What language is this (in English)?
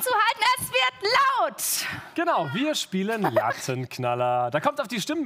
German